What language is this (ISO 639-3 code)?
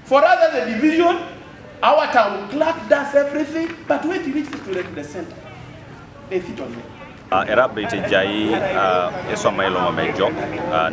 teo